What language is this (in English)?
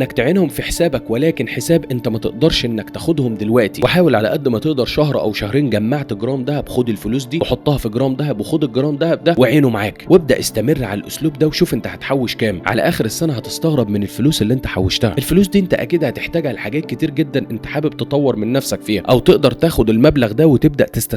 Egyptian Arabic